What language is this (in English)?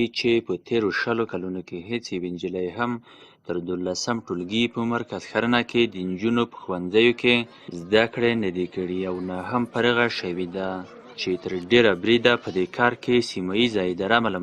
Pashto